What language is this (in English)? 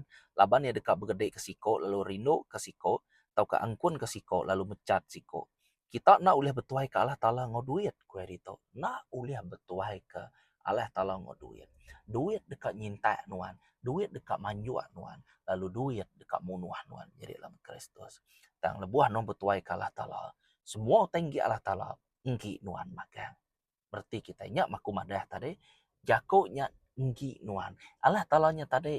Iban